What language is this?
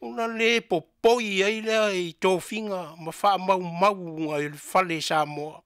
Samoan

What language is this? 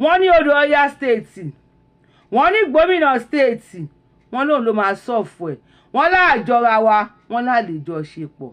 Yoruba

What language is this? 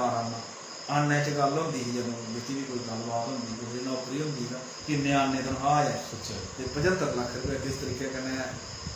Dogri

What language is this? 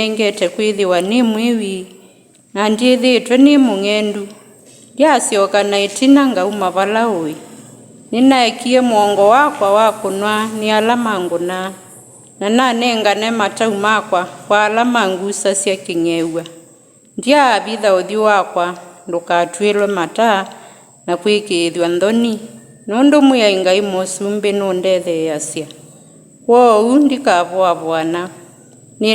Kamba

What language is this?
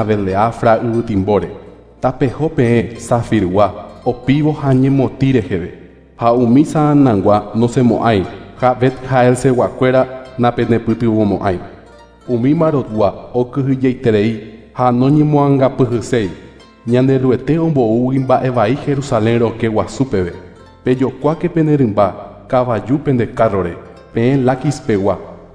Guarani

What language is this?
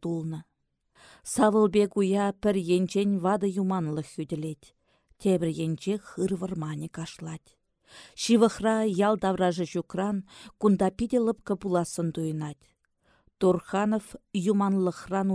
Chuvash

